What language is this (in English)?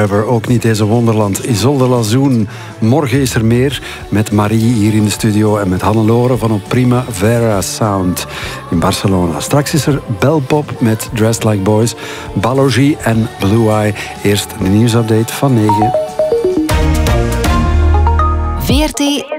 Dutch